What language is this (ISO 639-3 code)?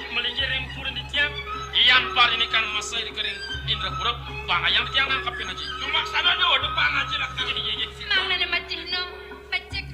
ban